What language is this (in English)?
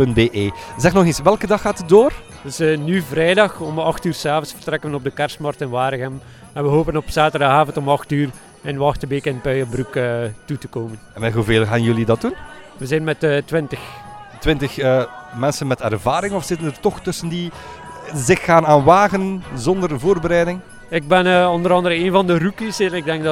Dutch